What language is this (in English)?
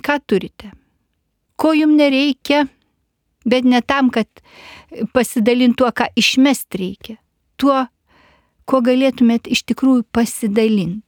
Lithuanian